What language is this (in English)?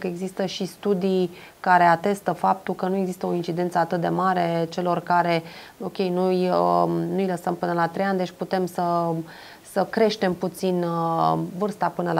Romanian